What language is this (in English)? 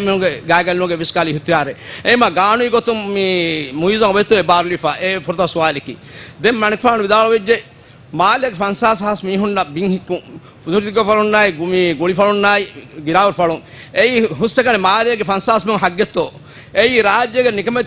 Divehi